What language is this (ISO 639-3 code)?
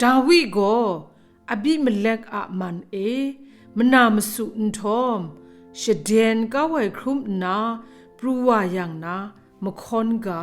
kac